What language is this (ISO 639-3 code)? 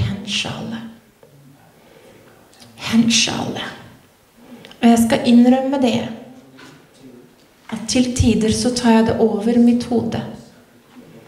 nor